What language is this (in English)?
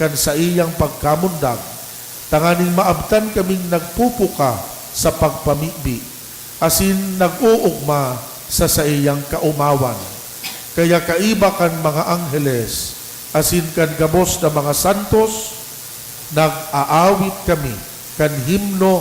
Bikol